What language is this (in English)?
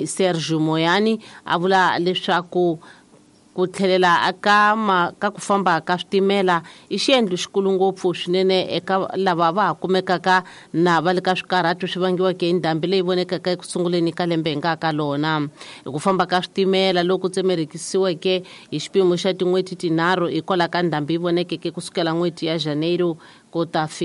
Tsonga